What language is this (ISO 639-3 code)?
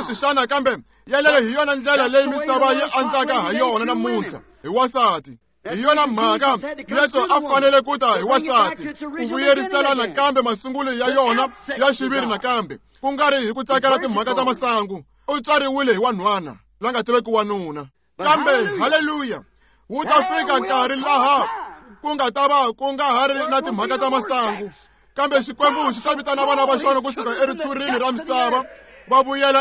tso